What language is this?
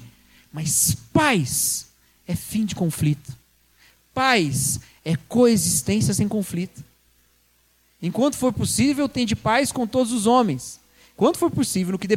Portuguese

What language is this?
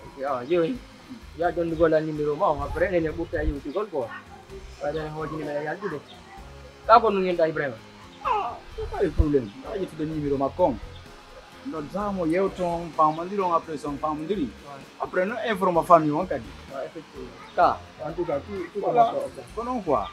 Pular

